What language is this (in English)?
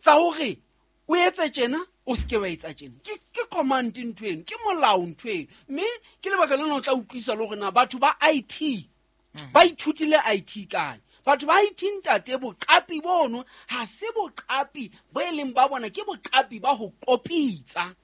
Southern Sotho